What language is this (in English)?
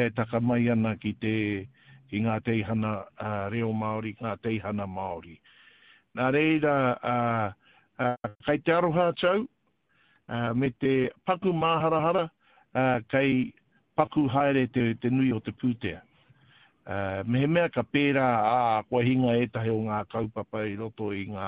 Māori